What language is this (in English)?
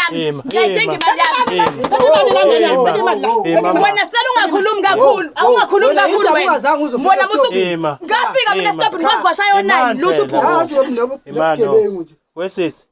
Zulu